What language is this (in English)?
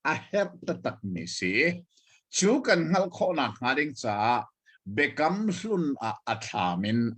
Hakha Chin